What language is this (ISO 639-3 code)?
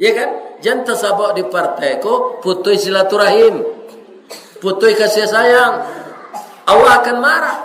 min